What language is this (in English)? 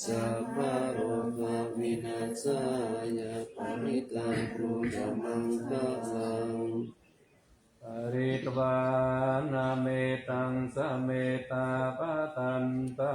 Pali